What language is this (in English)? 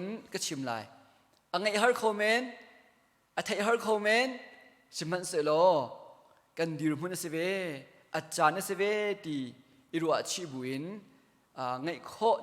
Hakha Chin